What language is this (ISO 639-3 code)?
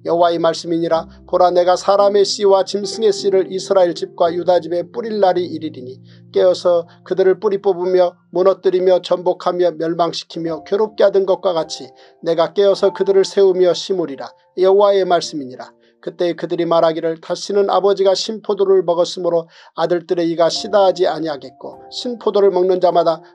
kor